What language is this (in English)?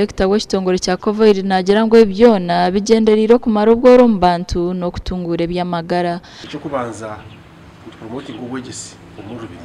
Nyankole